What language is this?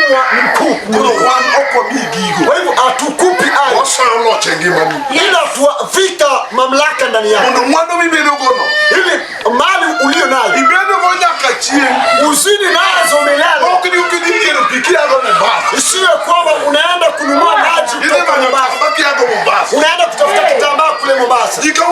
Luo (Kenya and Tanzania)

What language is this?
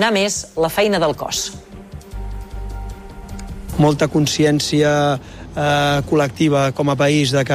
Catalan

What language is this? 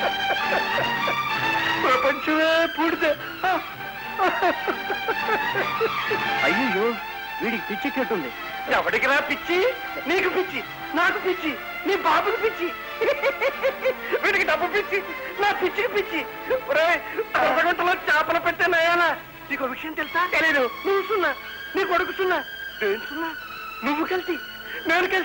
Telugu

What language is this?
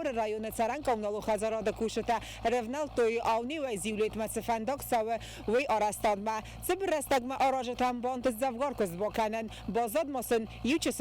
Ossetic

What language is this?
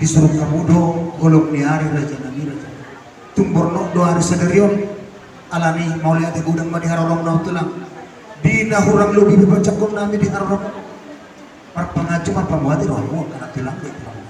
Batak Toba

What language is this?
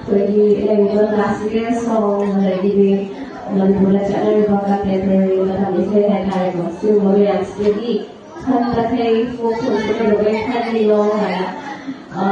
Manipuri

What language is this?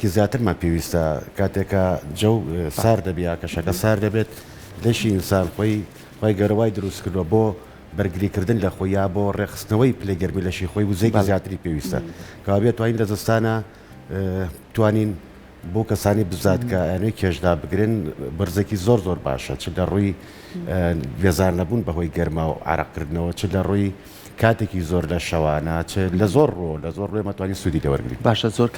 Central Kurdish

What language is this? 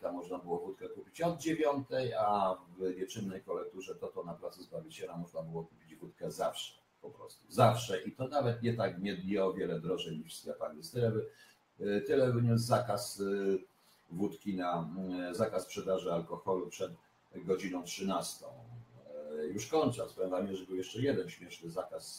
Polish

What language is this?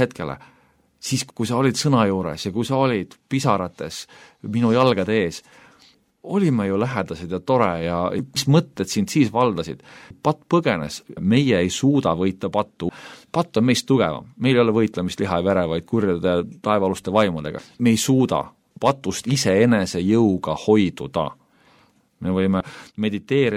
Estonian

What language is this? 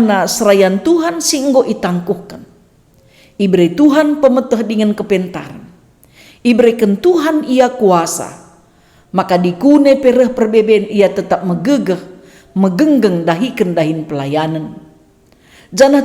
Batak Karo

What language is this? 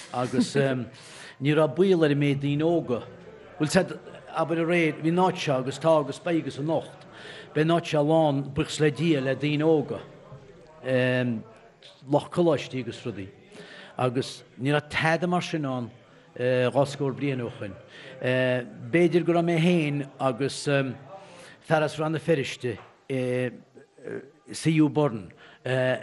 Irish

